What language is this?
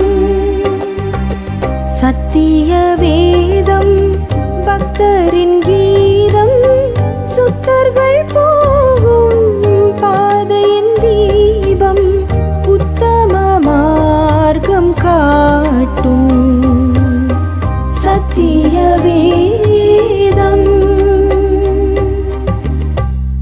Tamil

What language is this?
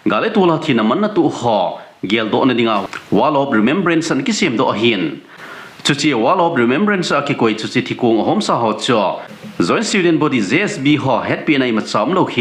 Thado Chin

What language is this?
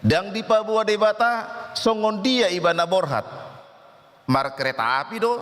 Batak Toba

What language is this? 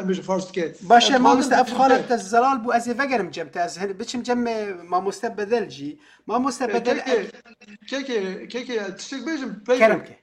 Kurdish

